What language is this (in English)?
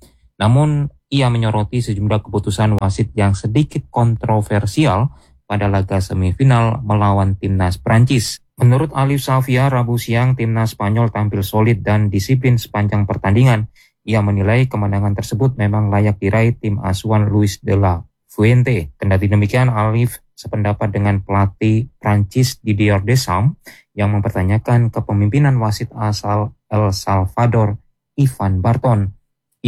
Indonesian